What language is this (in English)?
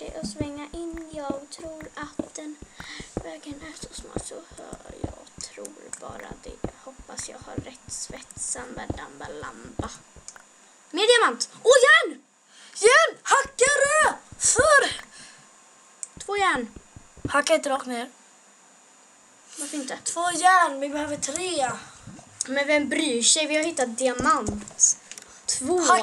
Swedish